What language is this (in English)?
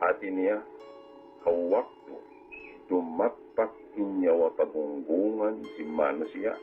Tausug